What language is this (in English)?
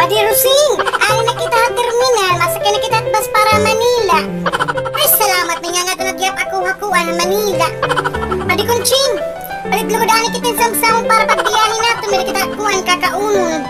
Waray